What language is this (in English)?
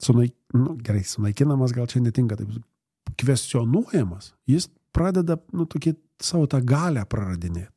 Lithuanian